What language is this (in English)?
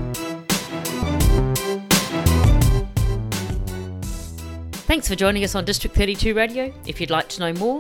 English